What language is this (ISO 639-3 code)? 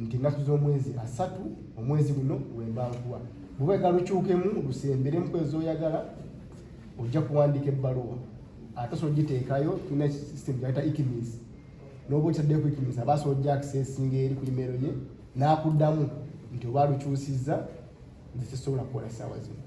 lug